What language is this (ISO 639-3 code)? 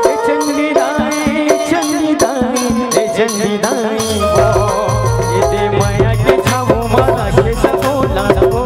hne